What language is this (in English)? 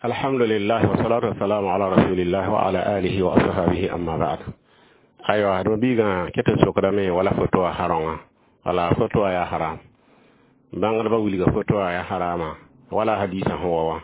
Mossi